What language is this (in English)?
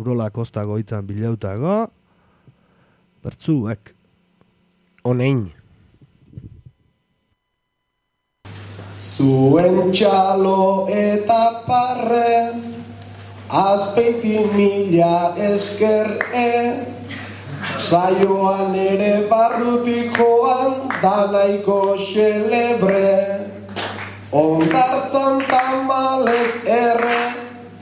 Basque